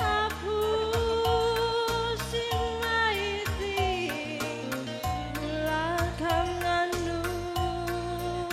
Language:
Batak Karo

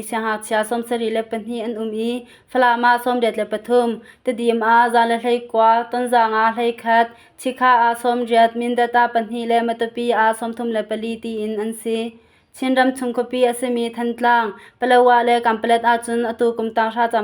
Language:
Hakha Chin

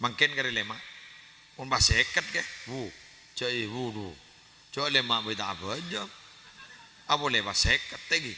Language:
Madurese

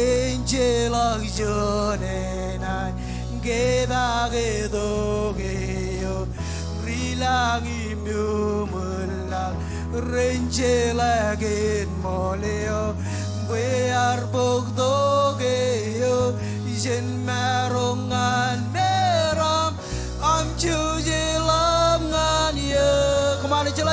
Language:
Marshallese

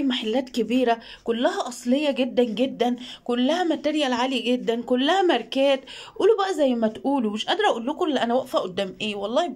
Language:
Egyptian Arabic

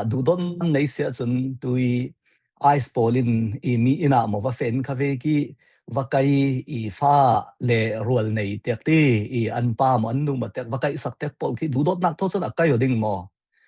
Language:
Falam Chin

